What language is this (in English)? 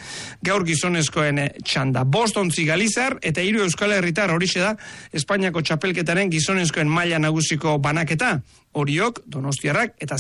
Basque